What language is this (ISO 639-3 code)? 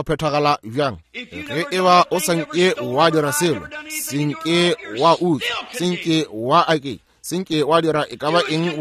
nso